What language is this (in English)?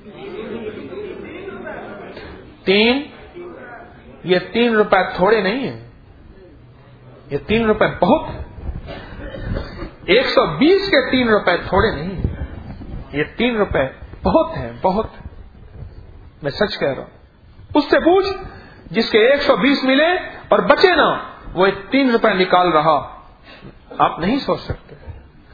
Urdu